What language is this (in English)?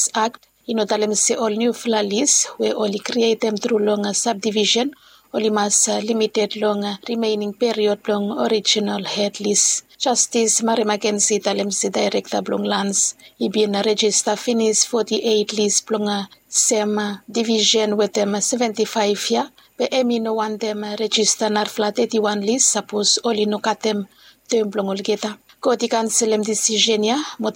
Bislama